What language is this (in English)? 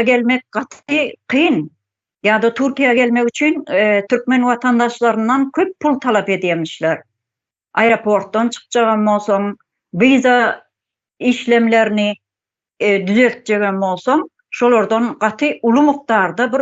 Turkmen